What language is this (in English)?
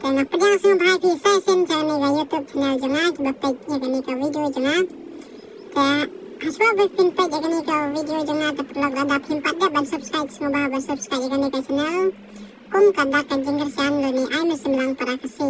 Khasi